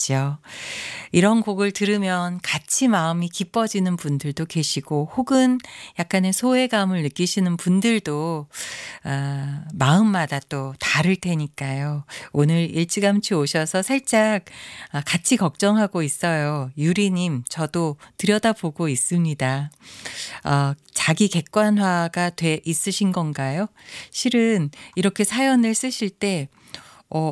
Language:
Korean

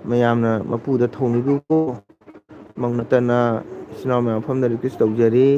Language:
Manipuri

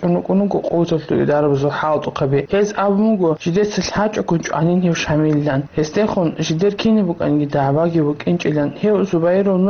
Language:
Avaric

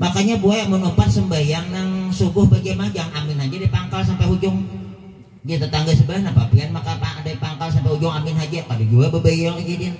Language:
Banjar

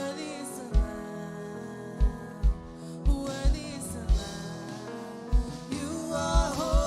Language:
Marshallese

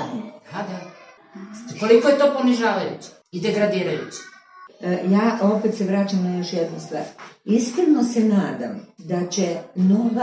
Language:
Serbian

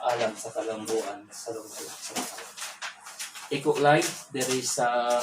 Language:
Cebuano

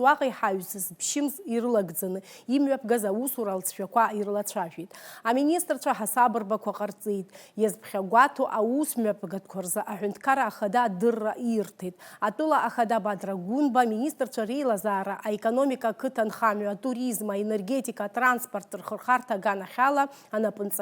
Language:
Abkhazian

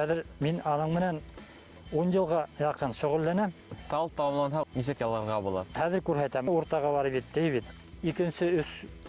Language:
Bashkir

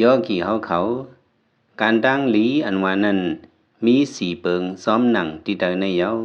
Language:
Lao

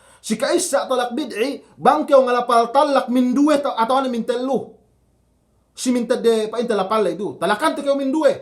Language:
Yakan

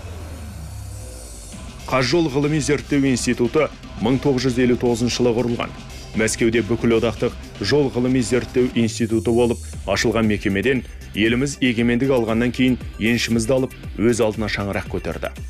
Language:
Kazakh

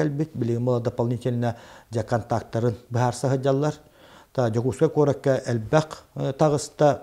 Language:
Yakut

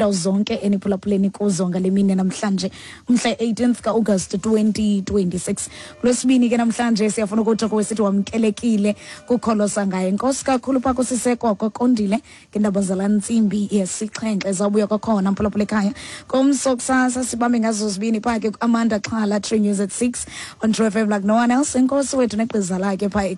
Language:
Xhosa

